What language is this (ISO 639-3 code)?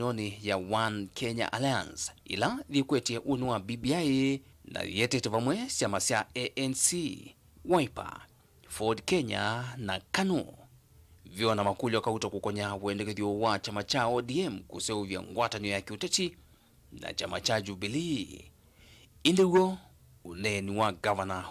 kam